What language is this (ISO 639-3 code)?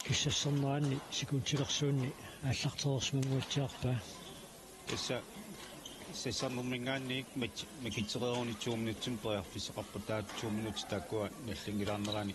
kal